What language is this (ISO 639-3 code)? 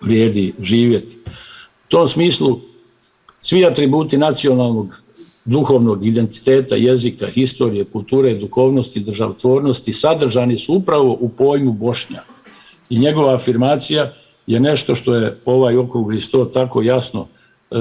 bos